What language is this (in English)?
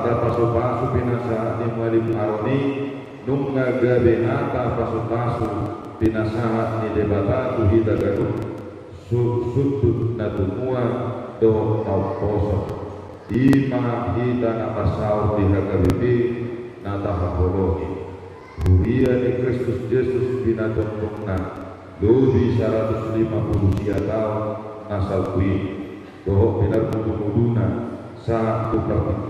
Batak Toba